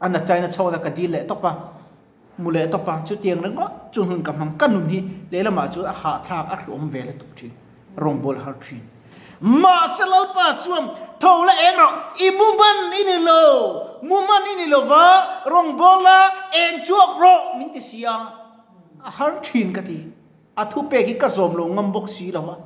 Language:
Mizo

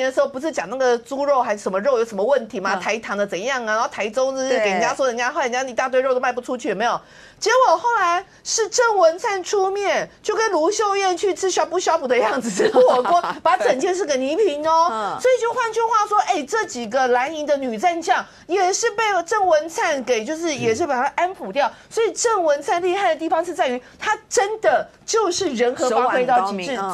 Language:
Chinese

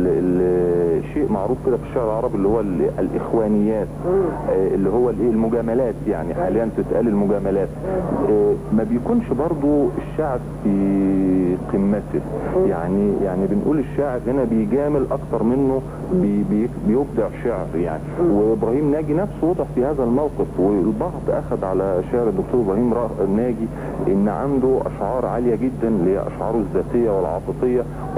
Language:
Egyptian Arabic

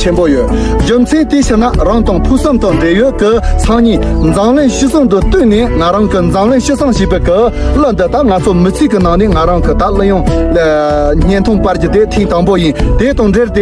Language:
Tibetan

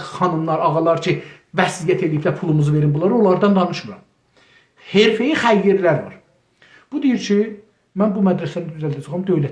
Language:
South Azerbaijani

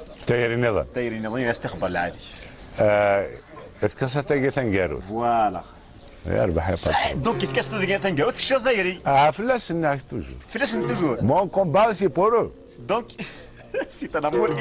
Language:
Kabyle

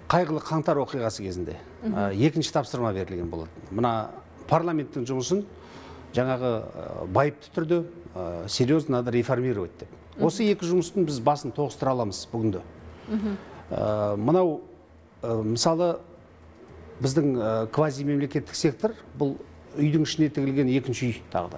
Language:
Kazakh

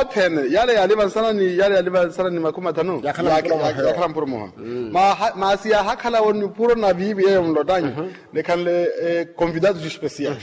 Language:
Makhuwa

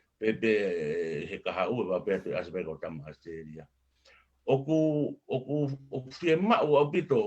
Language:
Tongan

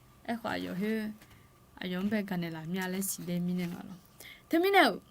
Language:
Akha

